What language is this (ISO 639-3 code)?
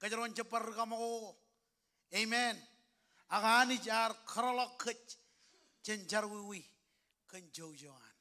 mah